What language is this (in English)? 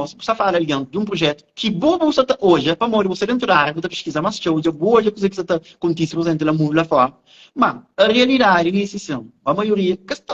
Kabuverdianu